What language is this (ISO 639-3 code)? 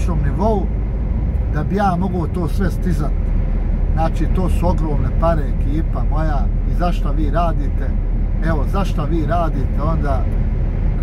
bos